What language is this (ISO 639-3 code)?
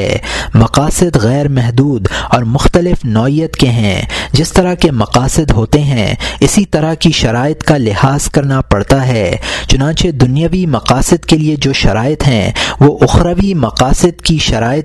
urd